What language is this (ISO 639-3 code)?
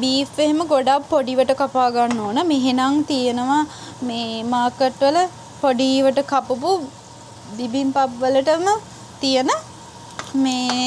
sin